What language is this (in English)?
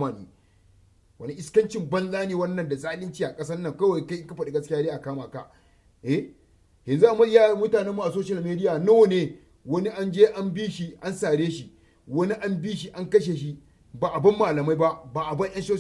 Hausa